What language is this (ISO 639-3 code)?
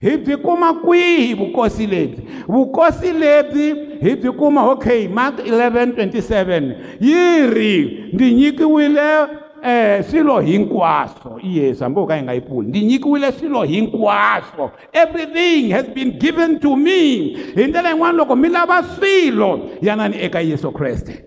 tso